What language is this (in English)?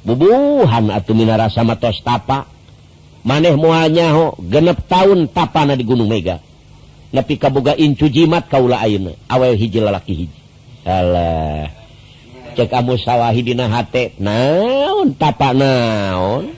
Sundanese